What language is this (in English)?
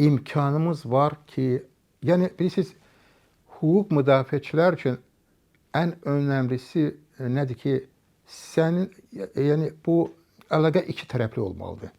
Azerbaijani